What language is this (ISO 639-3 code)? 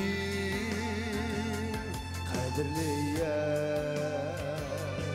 bak